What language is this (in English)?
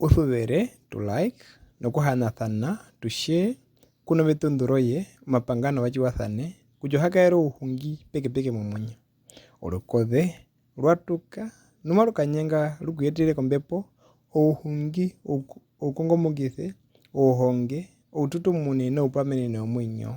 Herero